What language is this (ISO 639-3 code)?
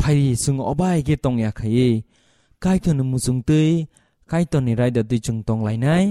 trp